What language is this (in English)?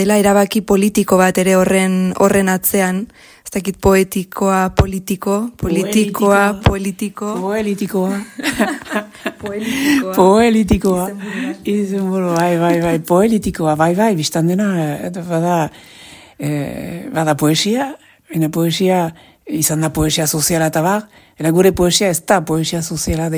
Basque